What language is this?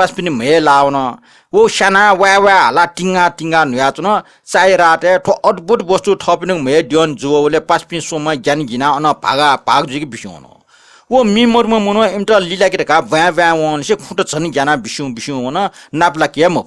Newari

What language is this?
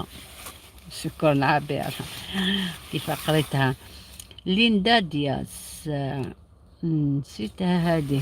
Algerian Arabic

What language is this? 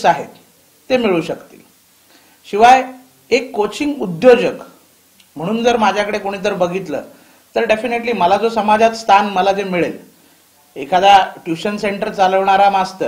Marathi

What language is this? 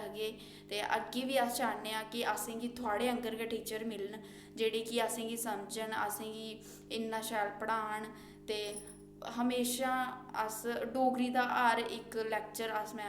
Dogri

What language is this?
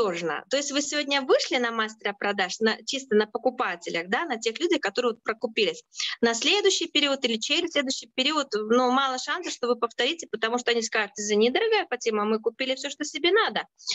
Russian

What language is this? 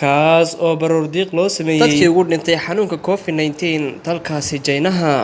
Somali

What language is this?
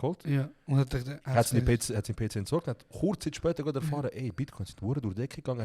Swiss German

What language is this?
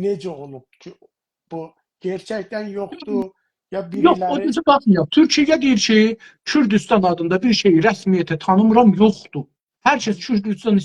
South Azerbaijani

